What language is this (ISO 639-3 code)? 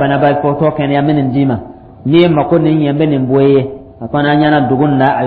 dyu